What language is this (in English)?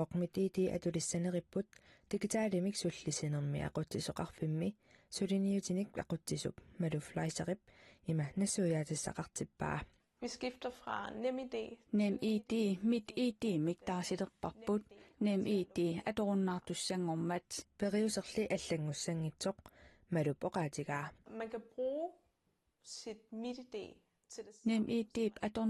Kalaallisut